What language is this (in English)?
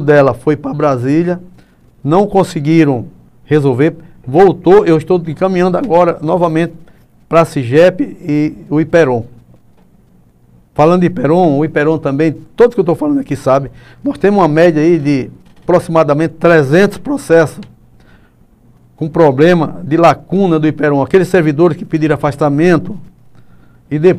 Portuguese